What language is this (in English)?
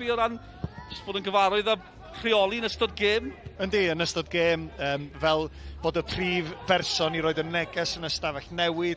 Welsh